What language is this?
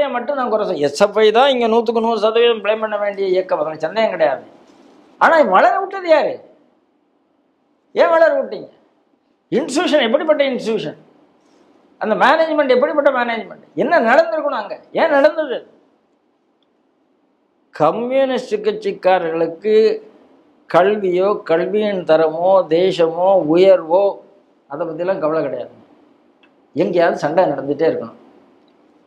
Tamil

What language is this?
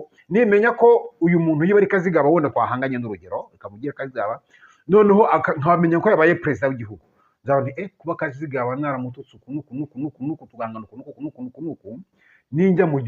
Kinyarwanda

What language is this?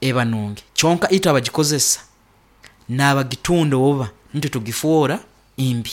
Nyoro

